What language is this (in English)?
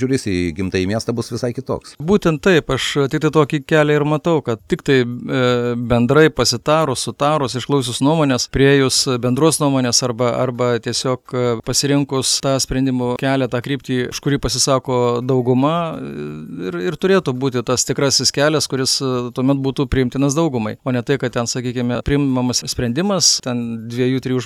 Lithuanian